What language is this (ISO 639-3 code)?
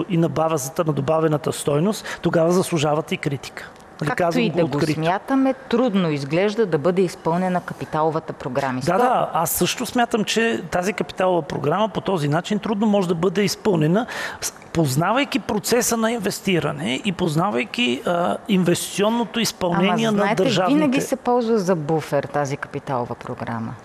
bul